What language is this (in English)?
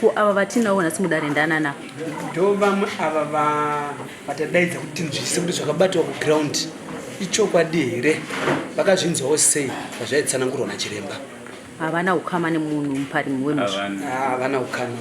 Shona